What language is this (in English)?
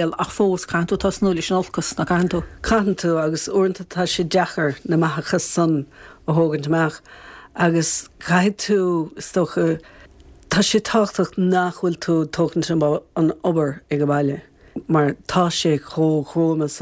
Irish